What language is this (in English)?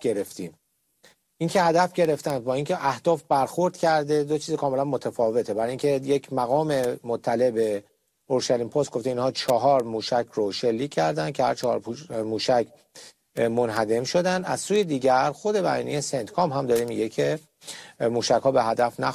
Persian